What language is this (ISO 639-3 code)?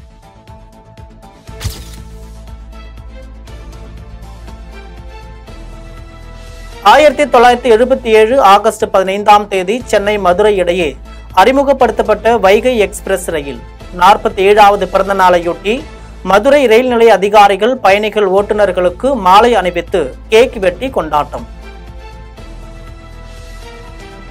tam